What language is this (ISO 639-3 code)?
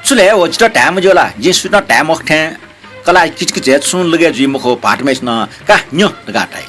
new